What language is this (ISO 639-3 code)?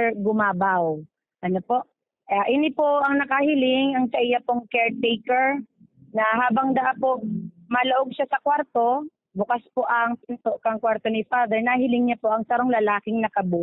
bik